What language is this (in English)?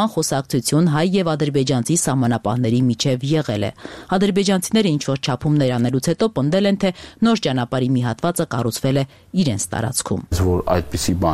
Armenian